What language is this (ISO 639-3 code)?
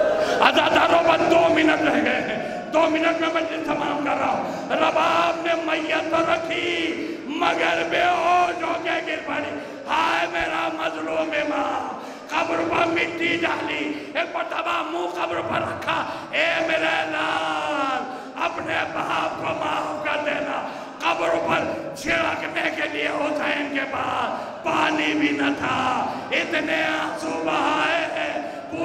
urd